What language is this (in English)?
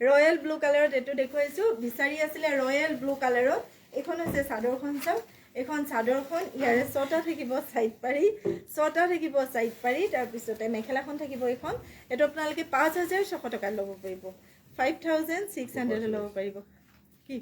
Assamese